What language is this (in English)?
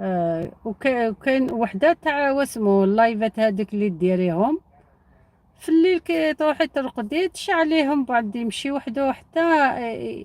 Algerian Arabic